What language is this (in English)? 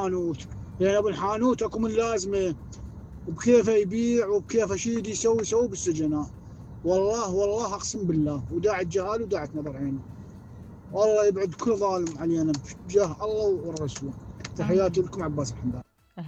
Mesopotamian Arabic